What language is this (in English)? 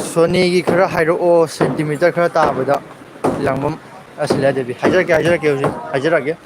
Manipuri